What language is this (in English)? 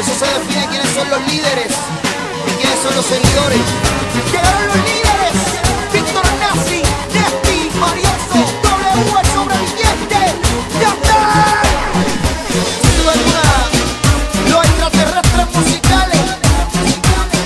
Spanish